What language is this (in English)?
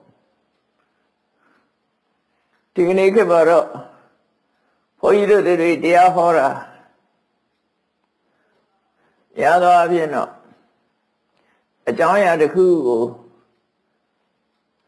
Burmese